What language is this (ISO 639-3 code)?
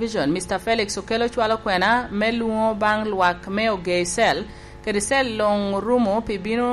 laj